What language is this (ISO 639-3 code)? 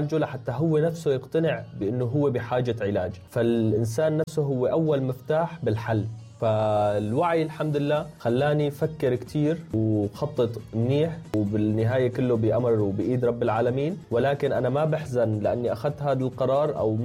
apc